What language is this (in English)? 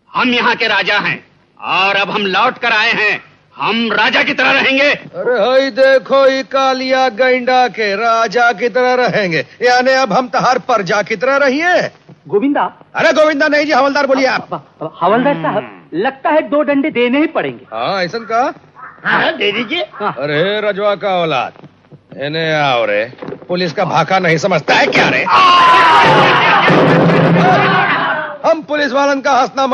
Hindi